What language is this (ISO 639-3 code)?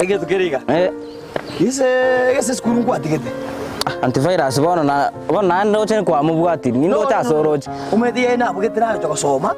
guz